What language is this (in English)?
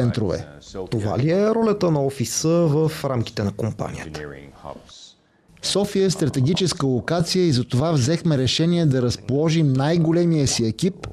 Bulgarian